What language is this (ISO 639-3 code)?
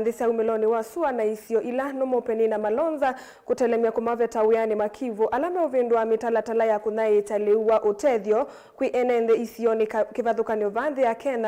kam